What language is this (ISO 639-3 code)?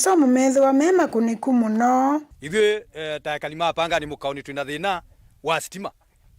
kam